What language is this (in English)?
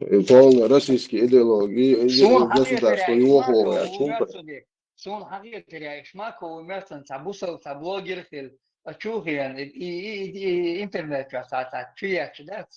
Chechen